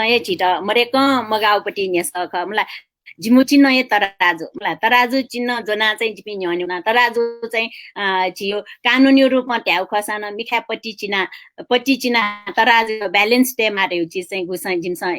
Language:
Newari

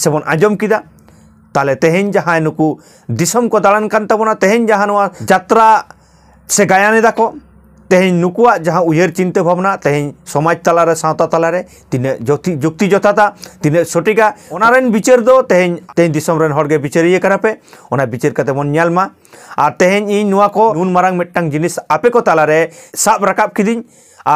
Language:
Santali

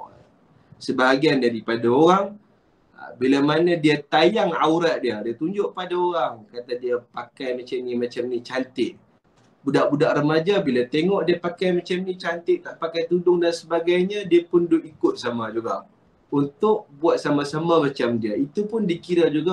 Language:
Malay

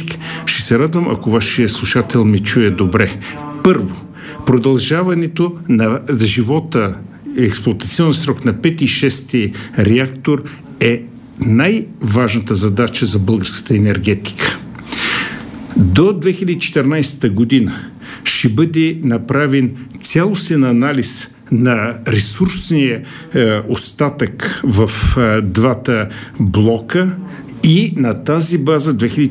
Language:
Bulgarian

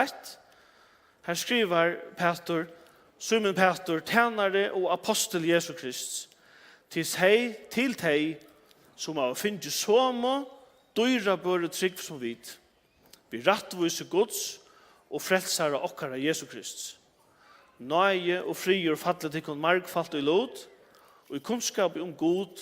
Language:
Faroese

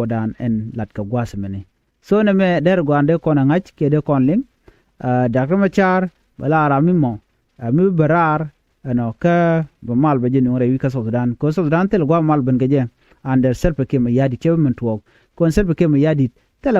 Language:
Nuer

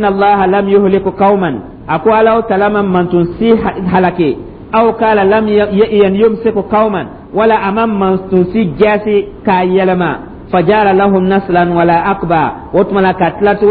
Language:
Dyula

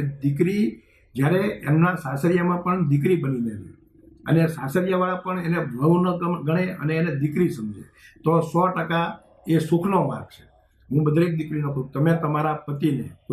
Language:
Gujarati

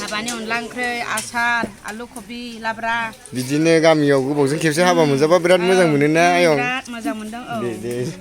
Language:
Bodo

